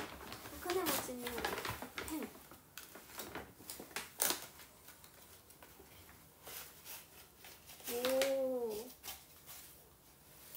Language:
Japanese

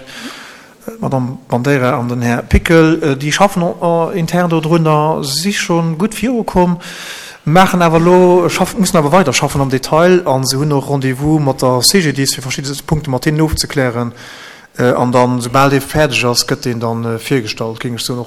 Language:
Luxembourgish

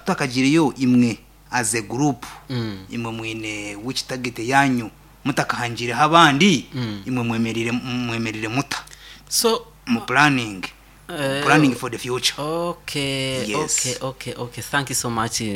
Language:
Nyankole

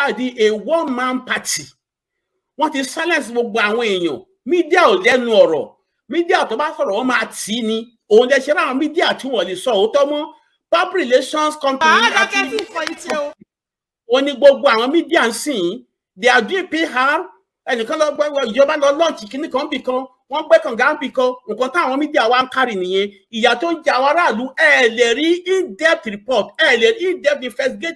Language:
Yoruba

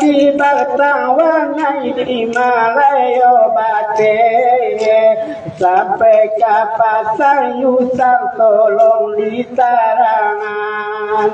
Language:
Minangkabau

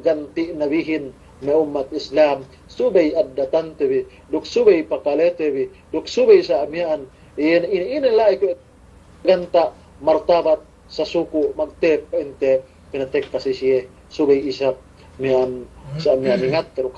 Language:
Yakan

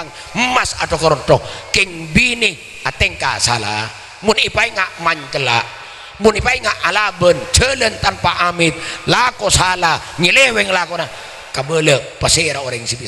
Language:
Madurese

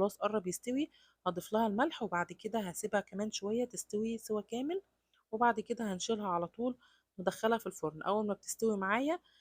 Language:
Egyptian Arabic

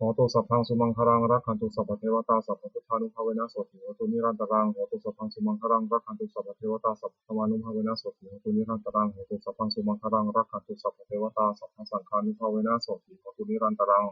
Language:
Pali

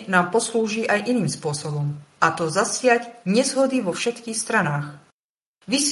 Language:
Slovak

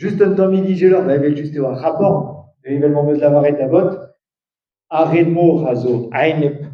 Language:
Breton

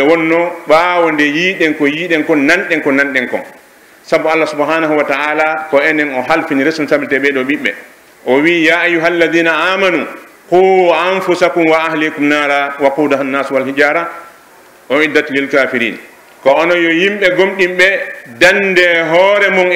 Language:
Pular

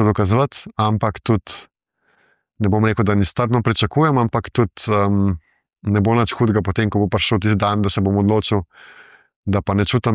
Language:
Slovenian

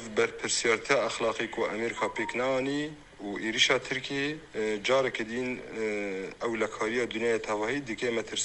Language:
Kurdish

